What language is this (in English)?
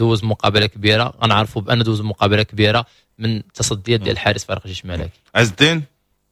Moroccan Arabic